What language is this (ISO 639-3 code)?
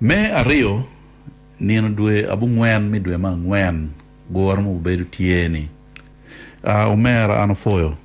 ach